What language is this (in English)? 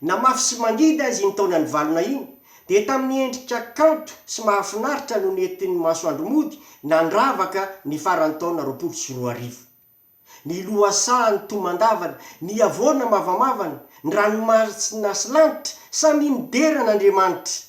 Malagasy